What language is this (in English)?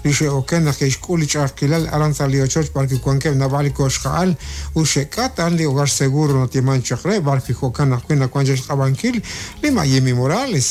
Kekchí